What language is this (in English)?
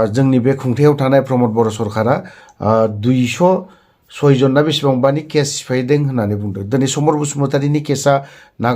Bodo